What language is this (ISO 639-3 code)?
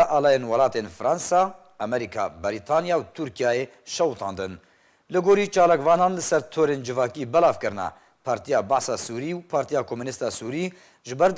kur